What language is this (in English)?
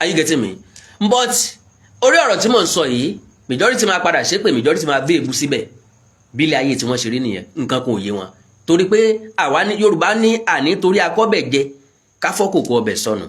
Yoruba